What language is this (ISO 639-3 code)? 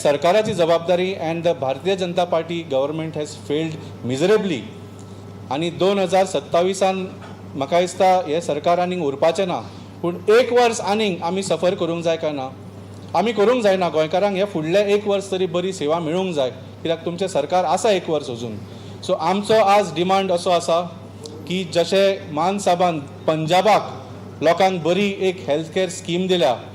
kok